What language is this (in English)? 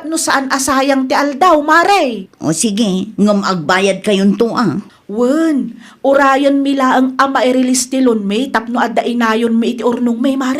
Iloko